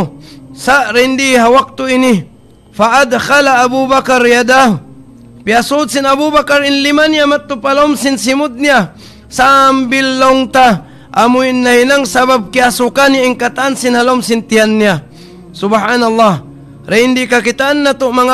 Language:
Tausug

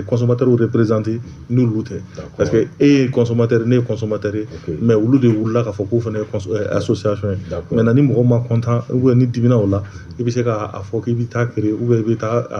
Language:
Bambara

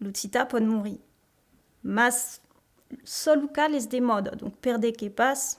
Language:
Occitan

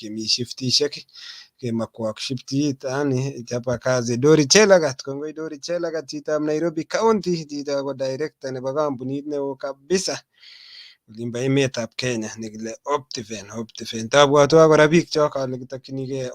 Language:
Kalenjin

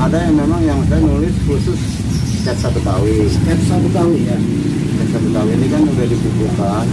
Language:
Betawi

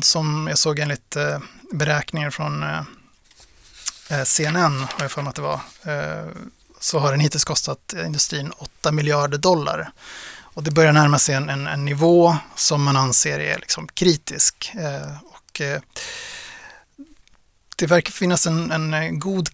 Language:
Swedish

